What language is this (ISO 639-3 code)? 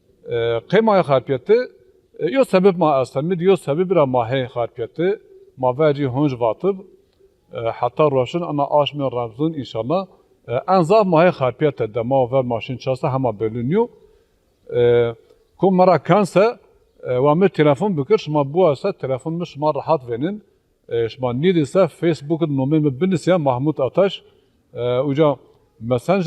zza